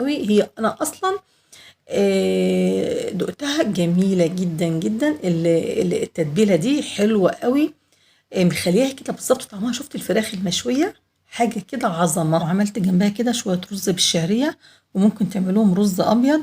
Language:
Egyptian Arabic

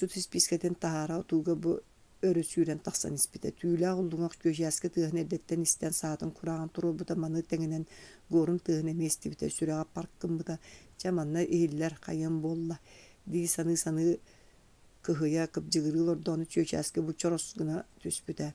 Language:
Yakut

